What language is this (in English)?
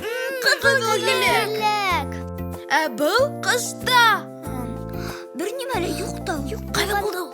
Bashkir